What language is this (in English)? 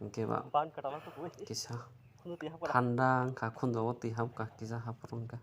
Kok Borok